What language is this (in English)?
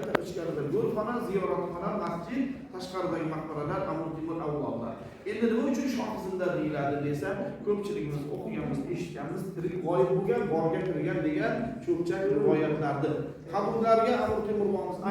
Uzbek